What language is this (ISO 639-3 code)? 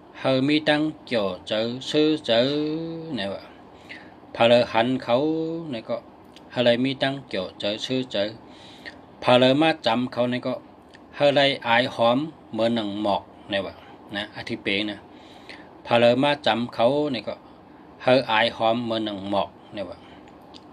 shn